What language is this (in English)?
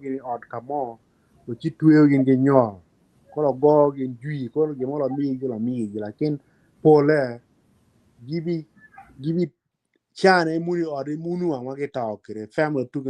Acoli